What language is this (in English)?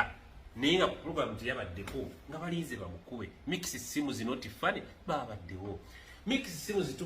Ganda